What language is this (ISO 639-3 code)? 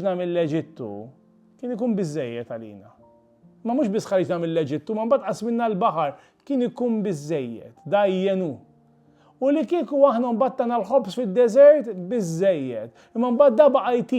mlt